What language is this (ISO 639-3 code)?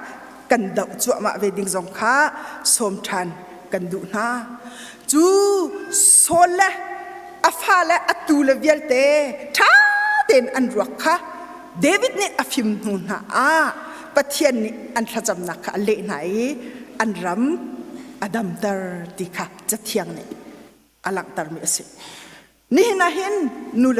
cnh